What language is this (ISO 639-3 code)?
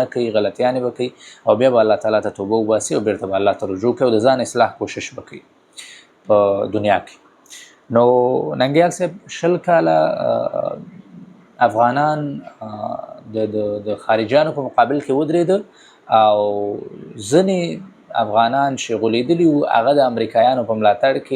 pus